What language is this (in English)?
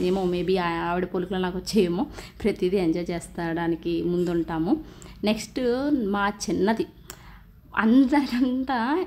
Telugu